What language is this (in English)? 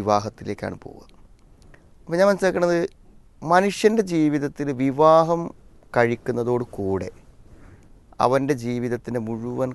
Malayalam